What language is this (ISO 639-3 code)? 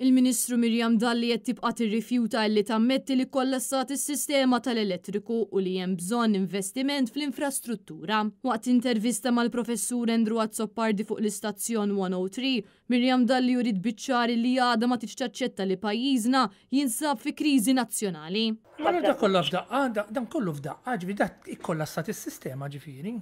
mlt